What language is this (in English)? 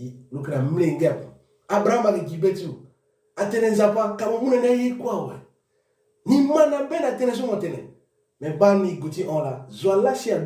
Sango